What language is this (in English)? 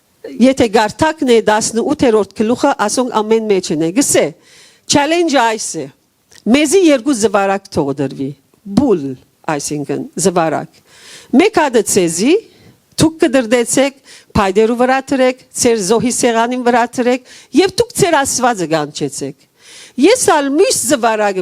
Western Armenian